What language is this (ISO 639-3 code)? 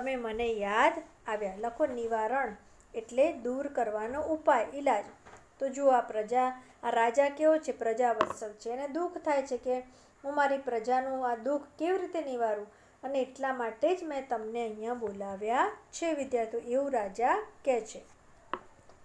guj